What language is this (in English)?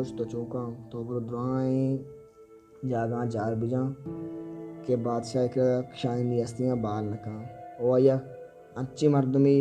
Baluchi